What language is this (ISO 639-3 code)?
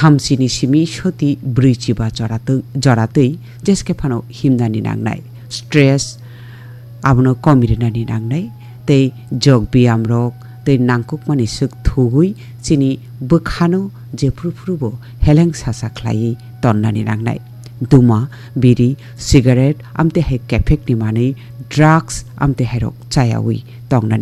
trp